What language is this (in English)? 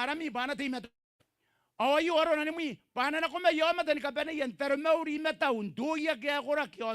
Gilbertese